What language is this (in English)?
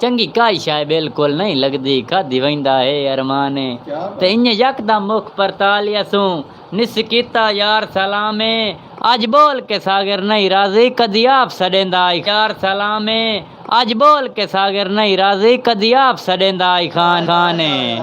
Saraiki